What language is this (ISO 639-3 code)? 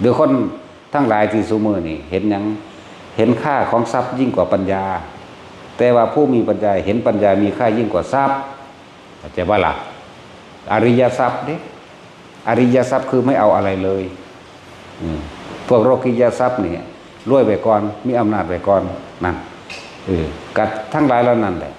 tts